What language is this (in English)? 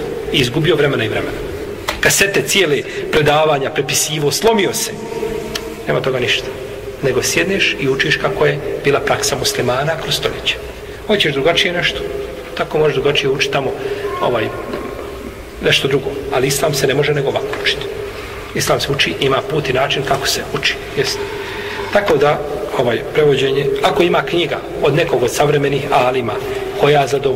Bosnian